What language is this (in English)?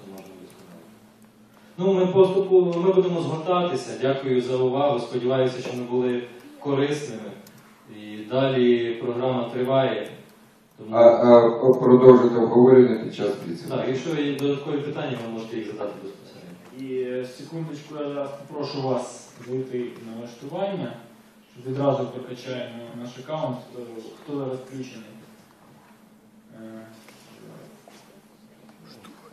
Ukrainian